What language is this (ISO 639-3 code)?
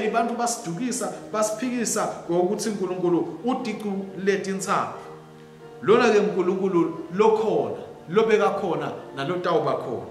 ssw